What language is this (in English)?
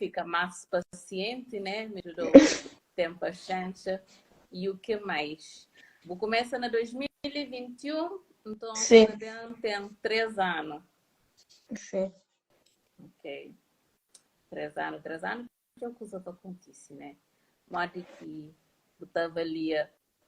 Kabuverdianu